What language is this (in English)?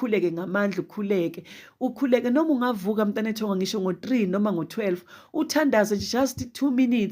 Zulu